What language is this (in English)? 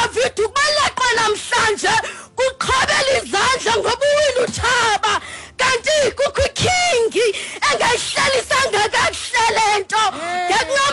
Xhosa